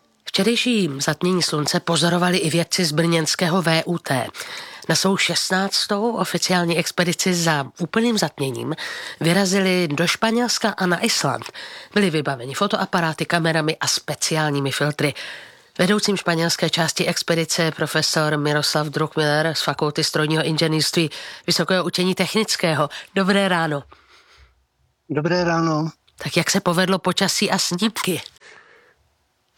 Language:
Czech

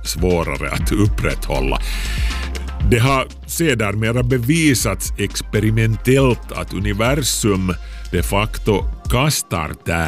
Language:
Swedish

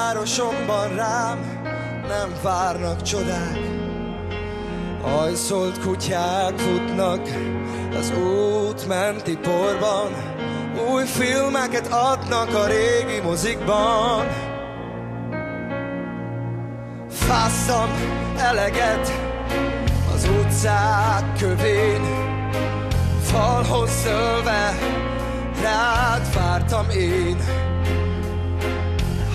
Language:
Hungarian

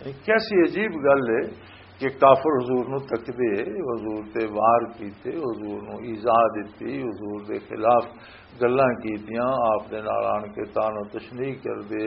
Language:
Western Panjabi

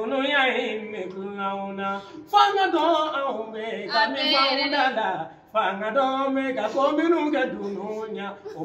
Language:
Bambara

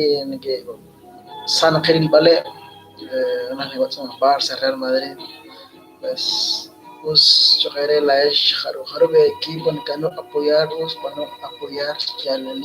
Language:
Kekchí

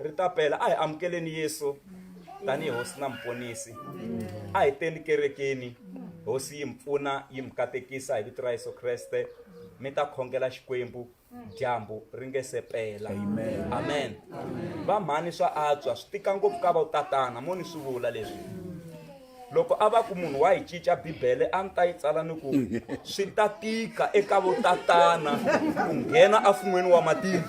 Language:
Tsonga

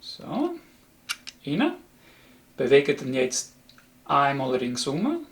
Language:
Swiss German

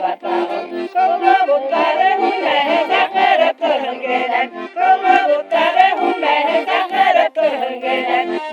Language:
Bashkir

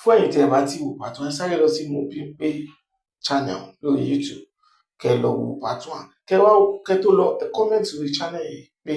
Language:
Yoruba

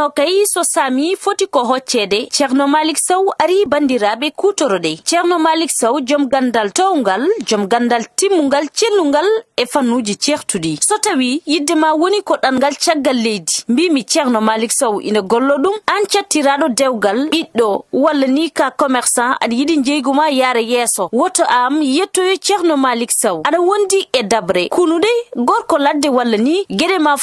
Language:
Fula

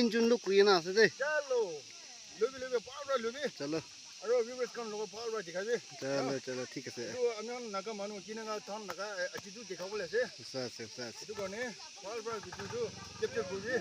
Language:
Naga Pidgin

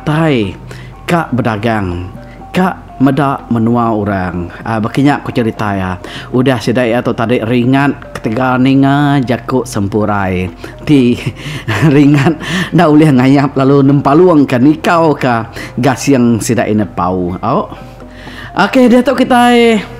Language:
Iban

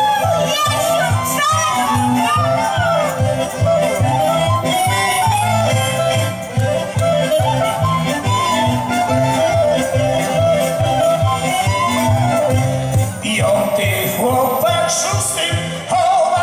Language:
Polish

